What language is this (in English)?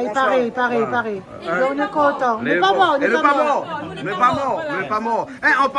Réunion Creole French